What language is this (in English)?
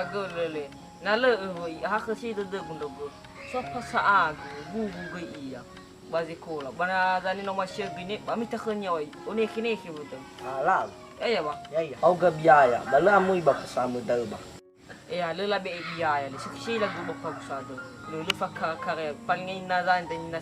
Nias